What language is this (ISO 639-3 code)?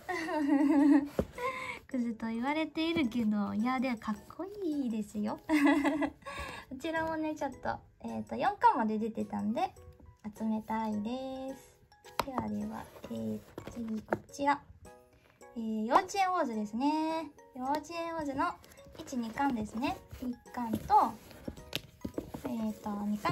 jpn